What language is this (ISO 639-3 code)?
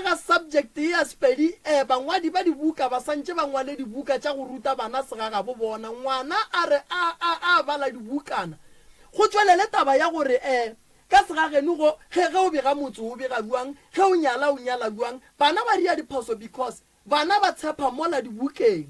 nso